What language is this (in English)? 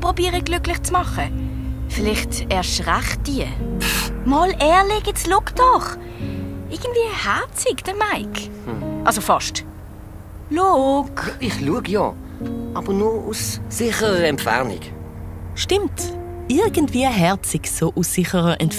Swiss German